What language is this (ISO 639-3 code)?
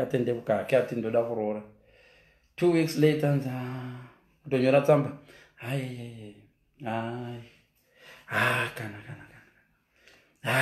sna